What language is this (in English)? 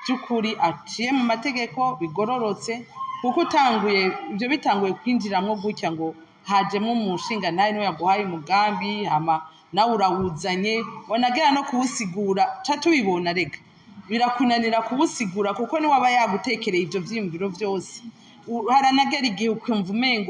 Rundi